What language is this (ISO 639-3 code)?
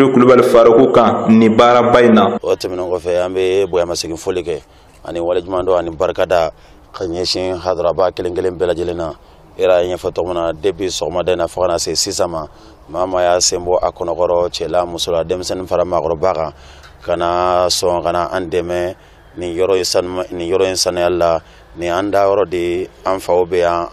bam